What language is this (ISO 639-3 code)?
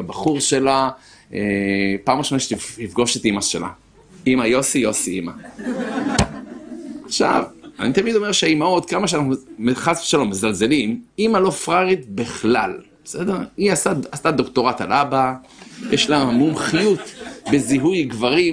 heb